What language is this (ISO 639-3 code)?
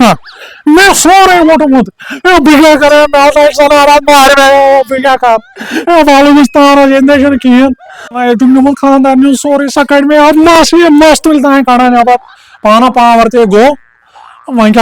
kas